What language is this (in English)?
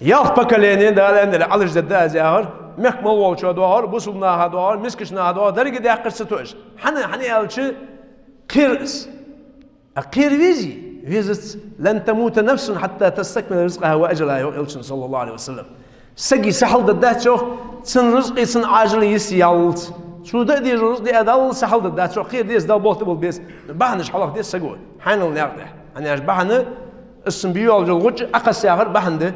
Ingush